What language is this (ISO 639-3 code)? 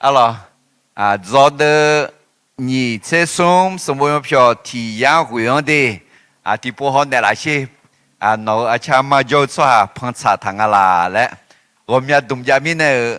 ahk